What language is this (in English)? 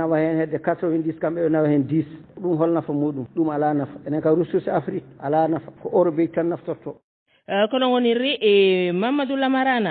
Fula